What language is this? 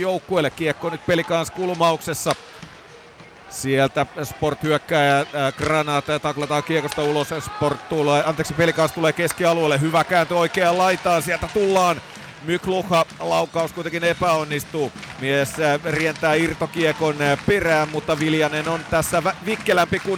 Finnish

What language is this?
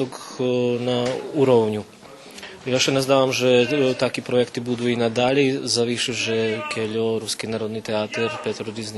Rusyn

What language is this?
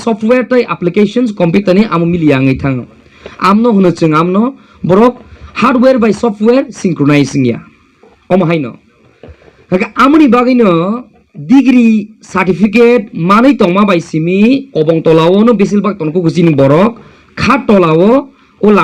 Kok Borok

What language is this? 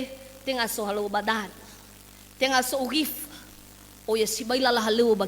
Nias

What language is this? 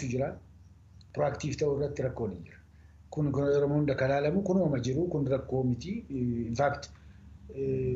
Oromo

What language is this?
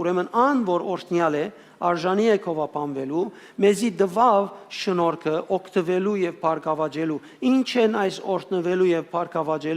Western Armenian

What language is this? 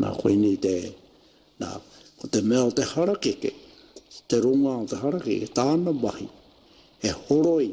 Māori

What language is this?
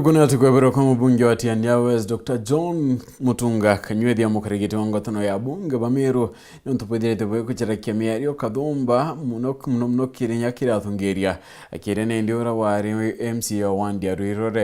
Meru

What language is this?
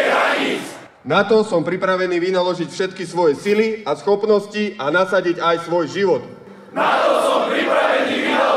Slovak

